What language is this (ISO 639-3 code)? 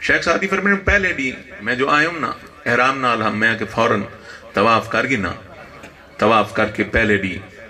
skr